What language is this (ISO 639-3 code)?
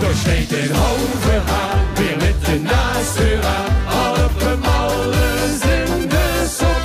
lim